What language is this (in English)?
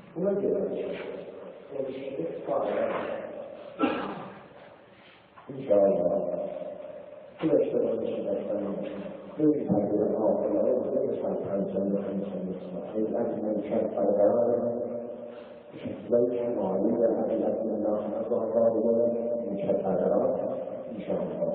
Persian